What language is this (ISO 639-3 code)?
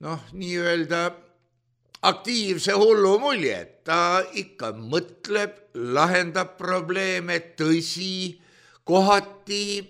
est